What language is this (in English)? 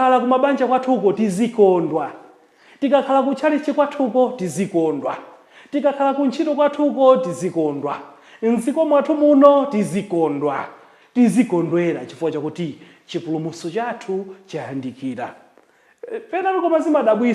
Nyanja